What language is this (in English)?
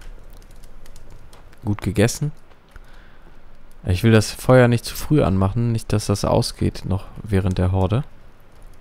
German